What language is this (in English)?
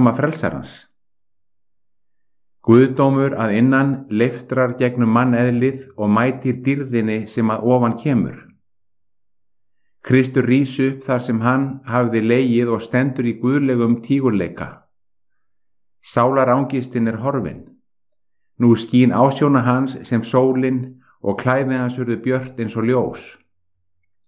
Icelandic